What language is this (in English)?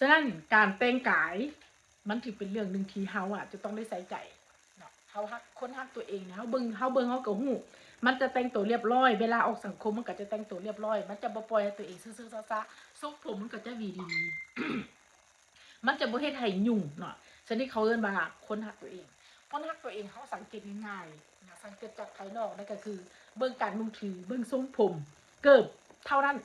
Northeastern Thai